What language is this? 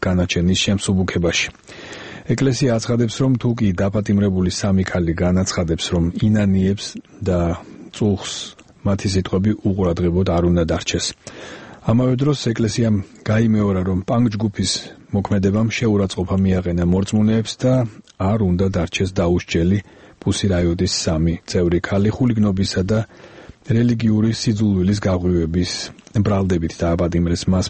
Georgian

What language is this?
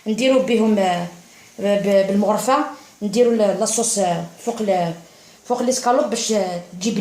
Algerian Arabic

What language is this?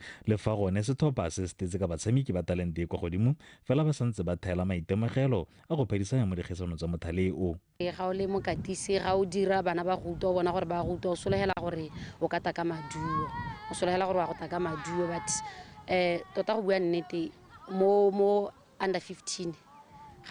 Tswana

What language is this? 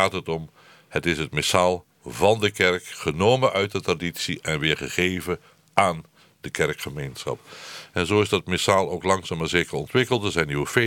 Dutch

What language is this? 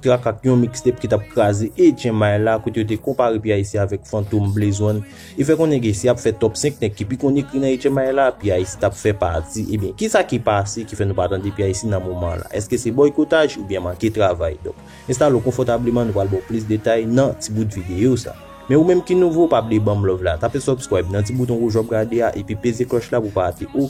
Haitian Creole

